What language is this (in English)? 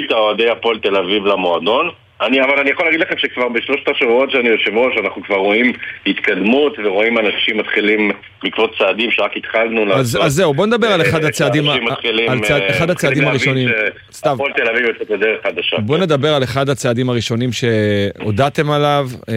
Hebrew